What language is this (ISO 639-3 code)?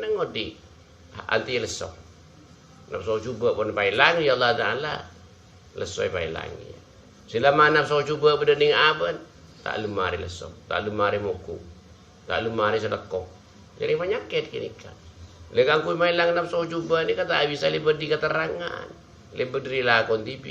mad